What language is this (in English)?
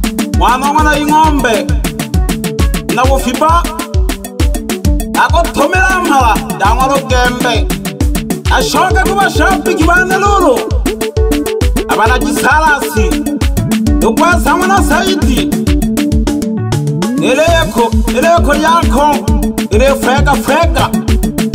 Swahili